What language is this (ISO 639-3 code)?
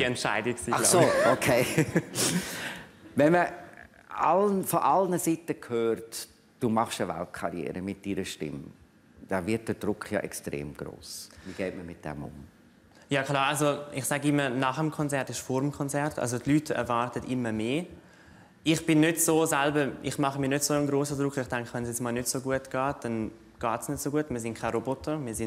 gsw